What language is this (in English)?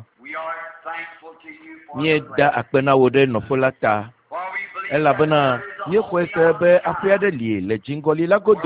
Ewe